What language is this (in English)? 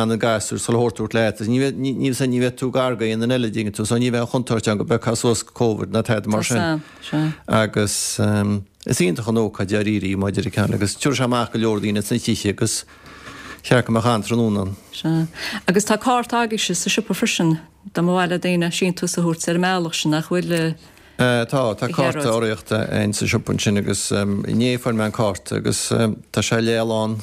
Irish